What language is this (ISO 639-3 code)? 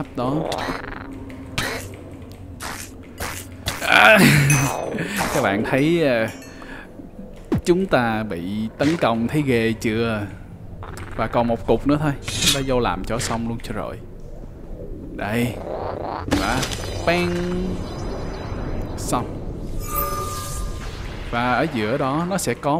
vie